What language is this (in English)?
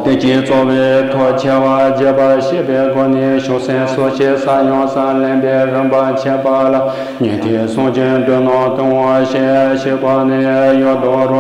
Tibetan